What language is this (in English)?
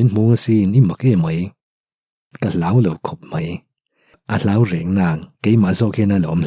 Mizo